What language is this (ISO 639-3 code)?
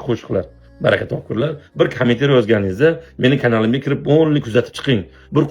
uzb